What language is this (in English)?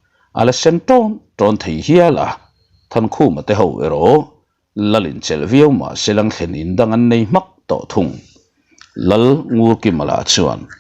Mizo